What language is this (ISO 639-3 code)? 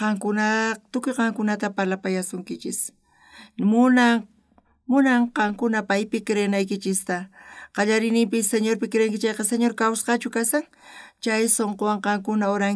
quh